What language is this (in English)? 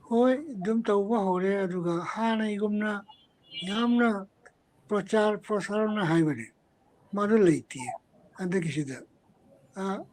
Manipuri